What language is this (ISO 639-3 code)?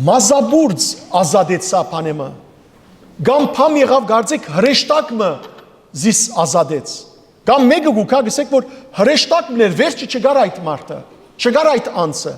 hyw